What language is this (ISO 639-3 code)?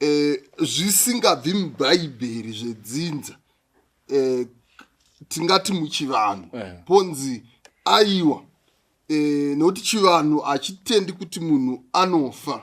sna